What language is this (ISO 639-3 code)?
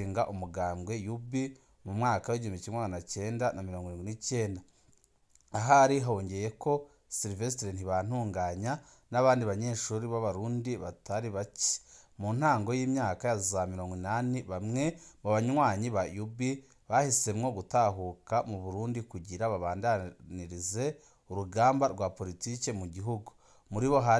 run